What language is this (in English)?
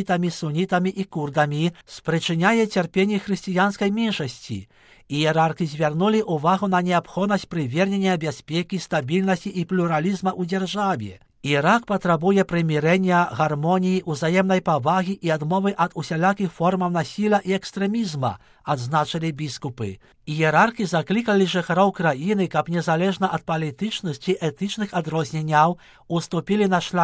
Belarusian